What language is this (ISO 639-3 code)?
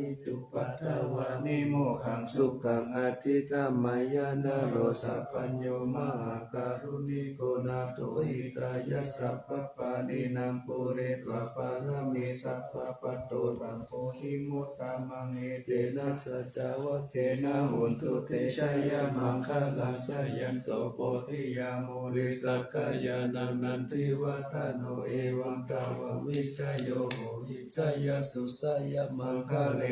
pli